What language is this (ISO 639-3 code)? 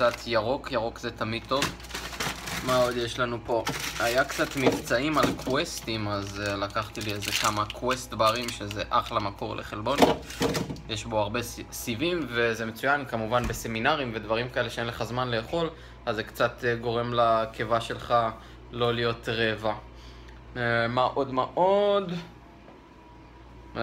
heb